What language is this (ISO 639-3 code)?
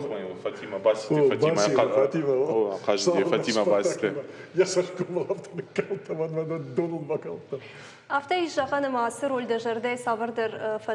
oss